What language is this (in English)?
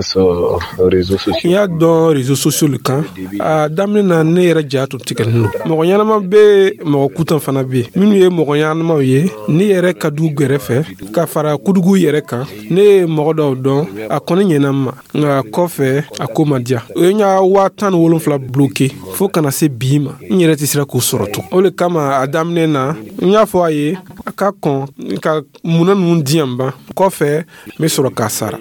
Dyula